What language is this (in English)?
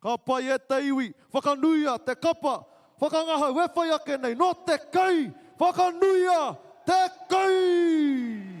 Māori